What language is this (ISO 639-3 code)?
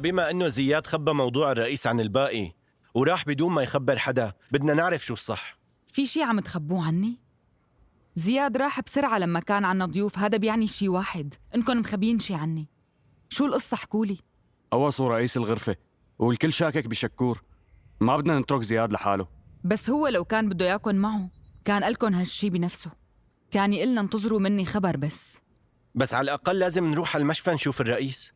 apc